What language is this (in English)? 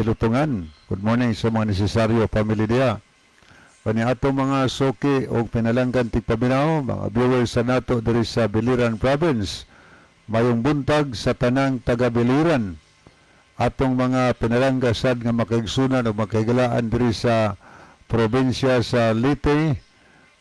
Cebuano